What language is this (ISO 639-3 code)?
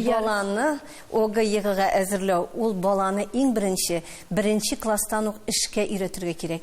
tat